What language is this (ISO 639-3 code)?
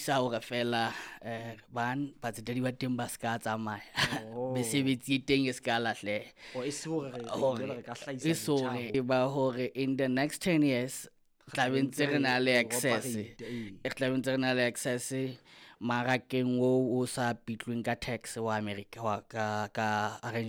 sot